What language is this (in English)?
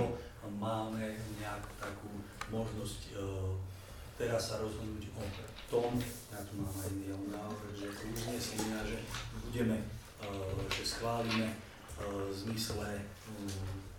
Slovak